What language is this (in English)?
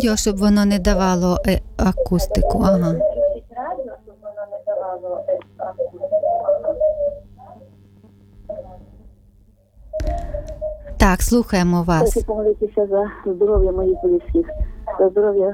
Ukrainian